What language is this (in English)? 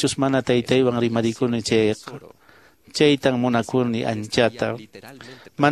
Quechua